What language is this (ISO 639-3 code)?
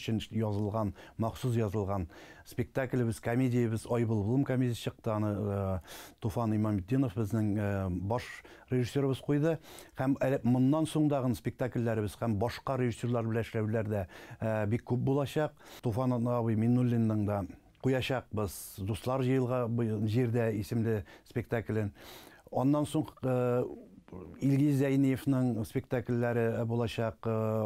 tat